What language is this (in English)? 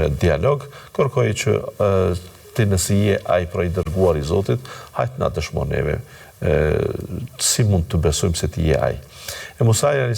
Albanian